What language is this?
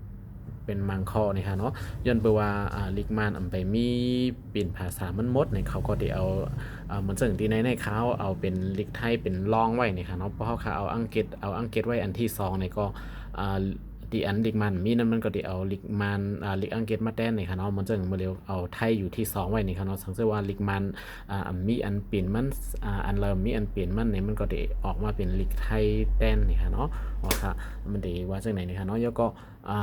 Shan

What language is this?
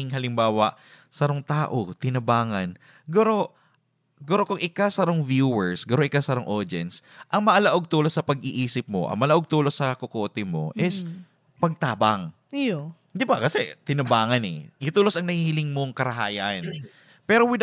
Bikol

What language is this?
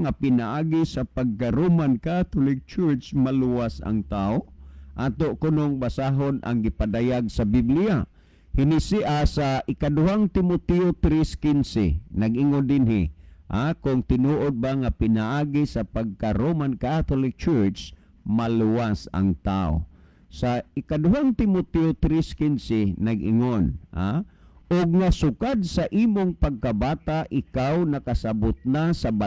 Cebuano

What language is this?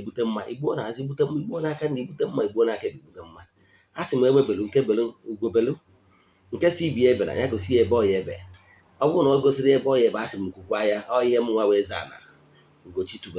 Igbo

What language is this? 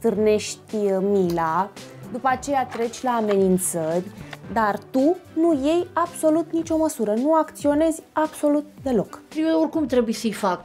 Romanian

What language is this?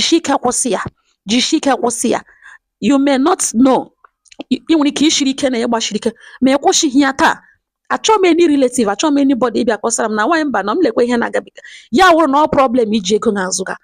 Igbo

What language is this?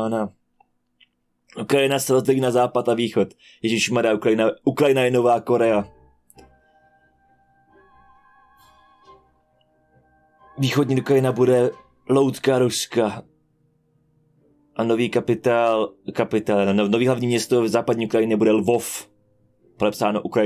Czech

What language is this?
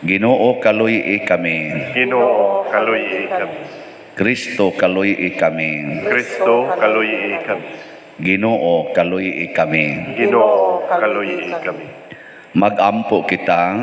Cebuano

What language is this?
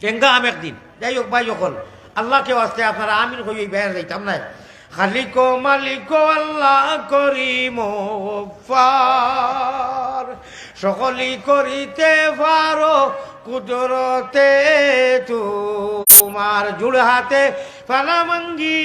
Sylheti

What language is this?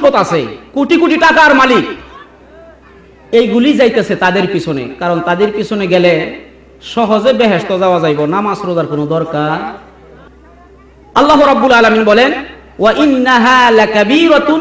Bangla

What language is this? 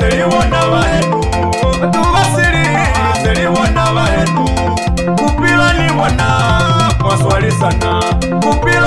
Lozi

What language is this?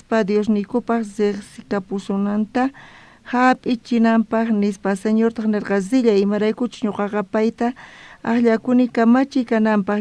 South Bolivian Quechua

